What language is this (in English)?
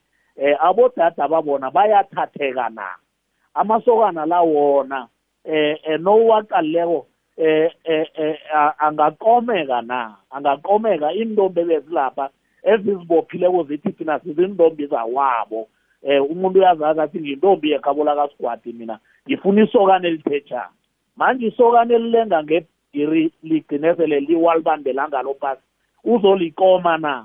South Ndebele